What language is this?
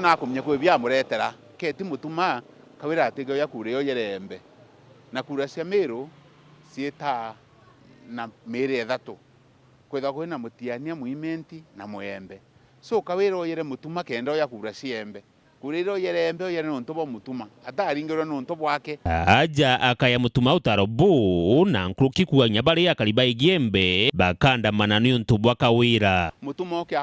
Meru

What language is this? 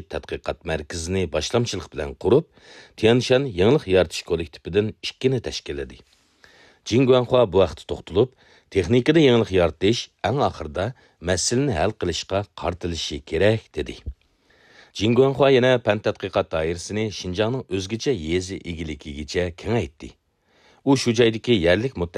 Uyghur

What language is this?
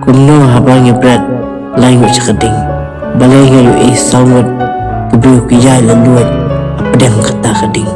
Khasi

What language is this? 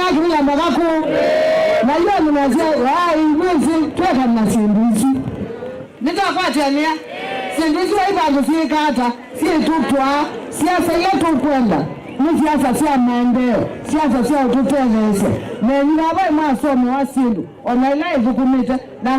Kamba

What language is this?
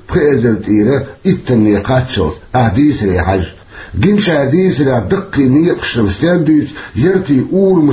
Chechen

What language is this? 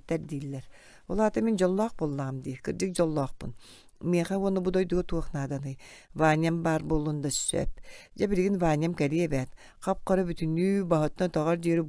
Yakut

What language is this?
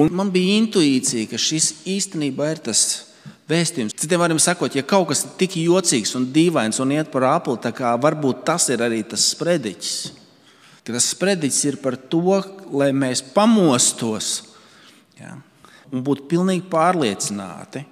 Latvian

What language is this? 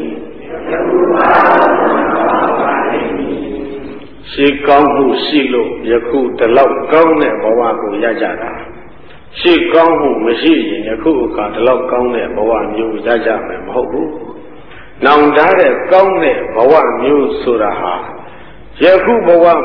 Burmese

